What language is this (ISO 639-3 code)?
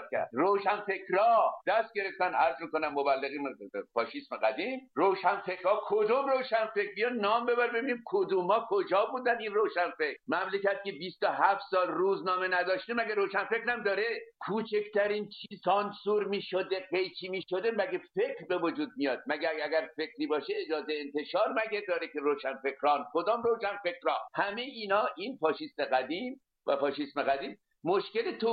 fas